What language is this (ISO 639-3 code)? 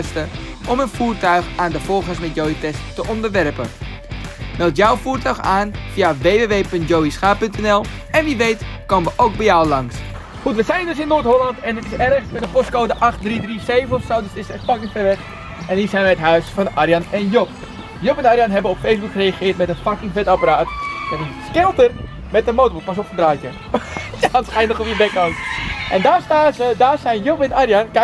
nld